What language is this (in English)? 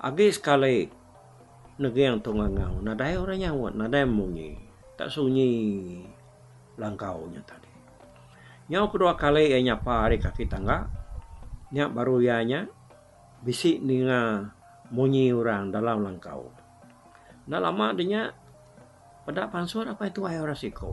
Iban